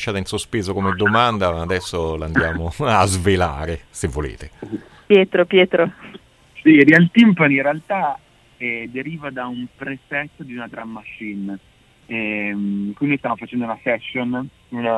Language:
Italian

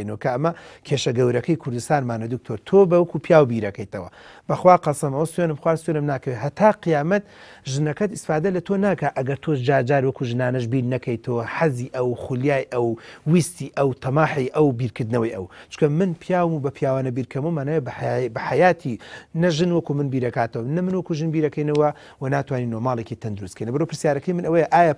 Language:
Central Kurdish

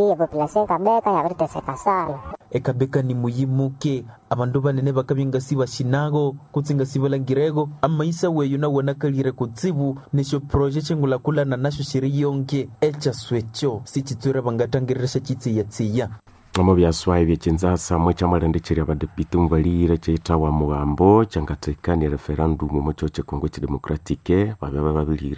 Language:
Nande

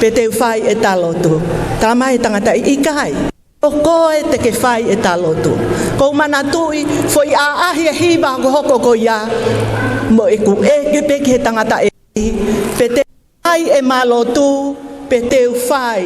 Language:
Tongan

